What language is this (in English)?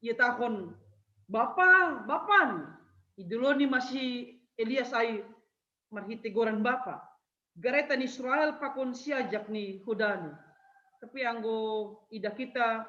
Batak Simalungun